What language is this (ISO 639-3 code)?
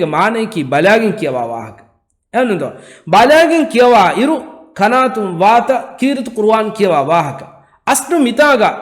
div